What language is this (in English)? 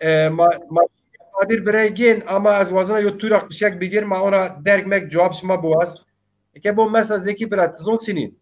Zaza